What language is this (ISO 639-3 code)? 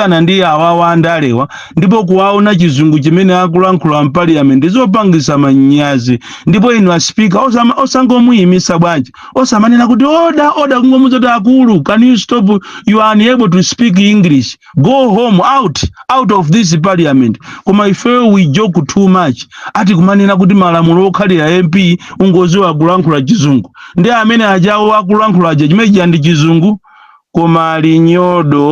nya